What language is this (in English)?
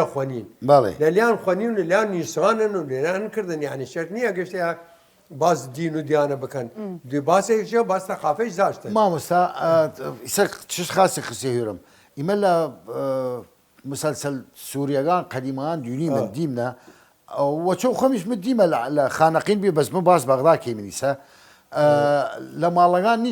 Southern Kurdish